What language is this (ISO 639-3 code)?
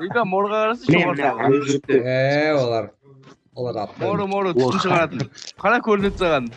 kaa